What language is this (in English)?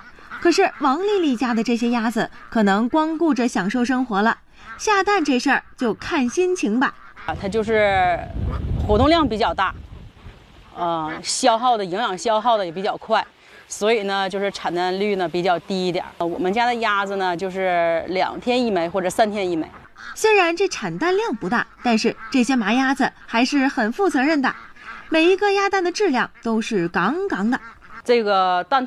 Chinese